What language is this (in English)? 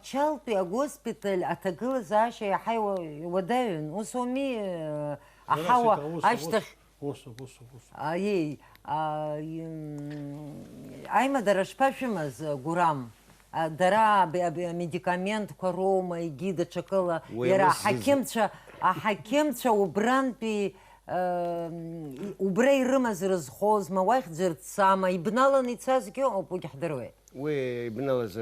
Abkhazian